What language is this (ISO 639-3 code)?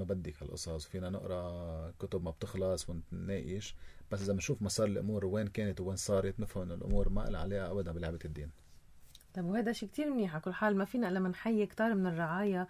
apc